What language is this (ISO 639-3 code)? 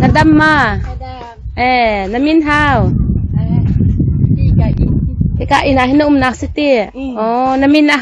cnh